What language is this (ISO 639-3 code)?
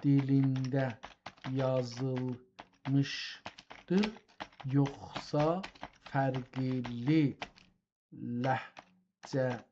azb